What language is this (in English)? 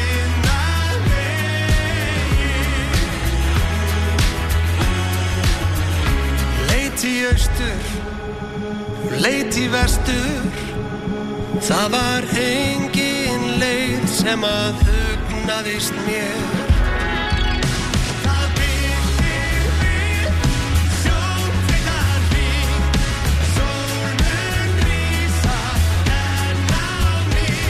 Icelandic